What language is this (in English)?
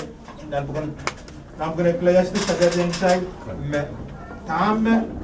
Pohnpeian